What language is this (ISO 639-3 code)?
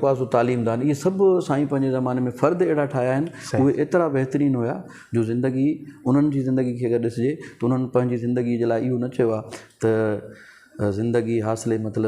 snd